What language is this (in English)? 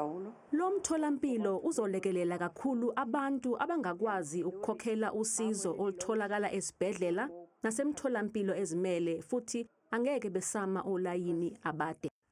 Zulu